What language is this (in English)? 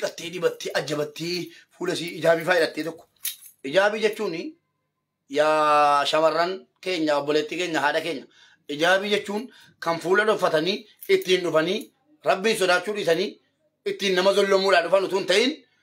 Oromo